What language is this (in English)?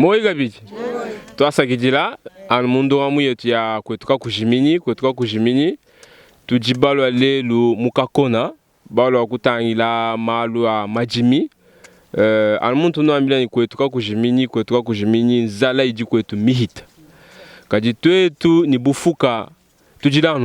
Luba-Lulua